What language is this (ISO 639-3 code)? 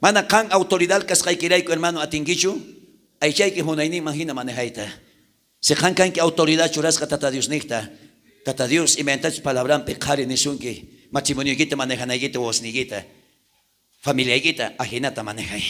quh